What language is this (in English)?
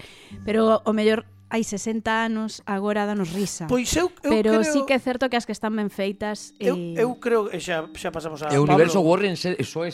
Galician